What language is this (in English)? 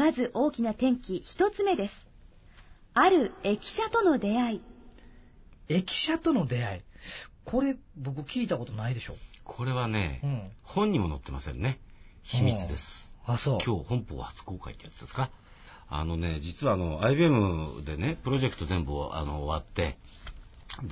Japanese